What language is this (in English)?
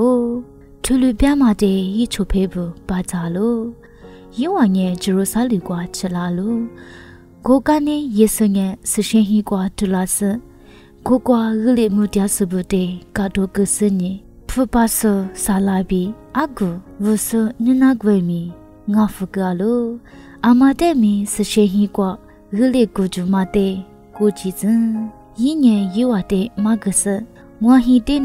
Lisu